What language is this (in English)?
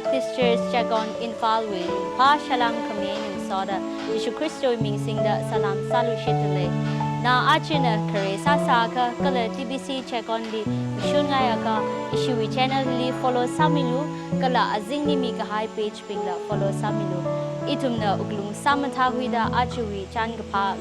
Tangkhul Naga (India)